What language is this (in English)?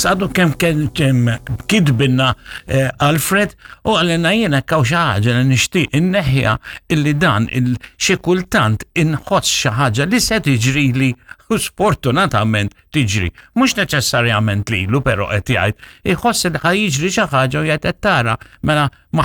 Maltese